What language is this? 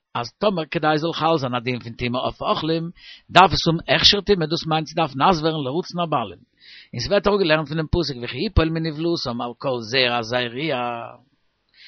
Yiddish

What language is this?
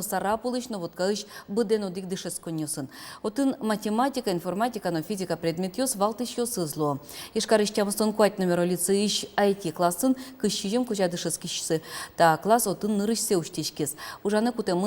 Udmurt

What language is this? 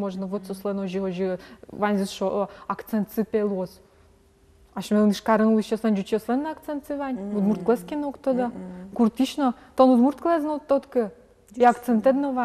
Udmurt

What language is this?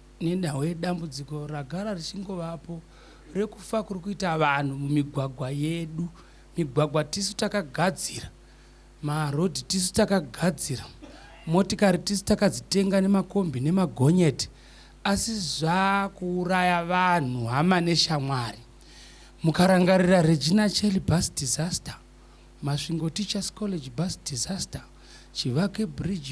Shona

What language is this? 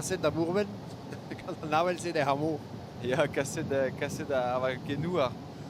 Breton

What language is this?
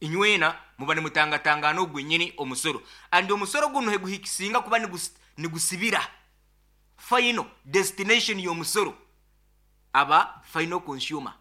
Nyoro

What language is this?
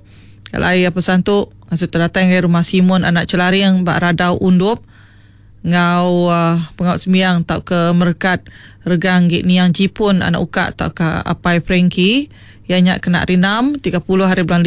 Iban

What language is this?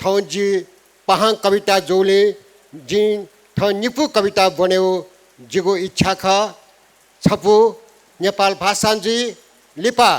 Newari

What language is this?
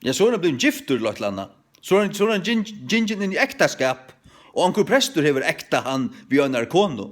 Faroese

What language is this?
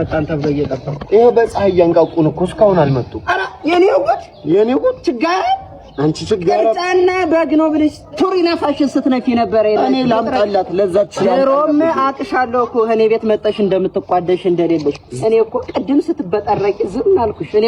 Amharic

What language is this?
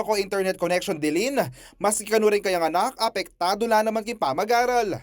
Pampanga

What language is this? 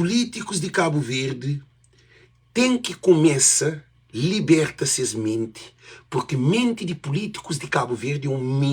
Kabuverdianu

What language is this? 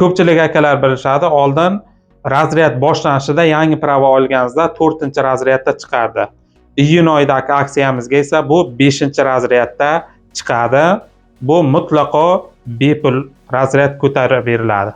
Uzbek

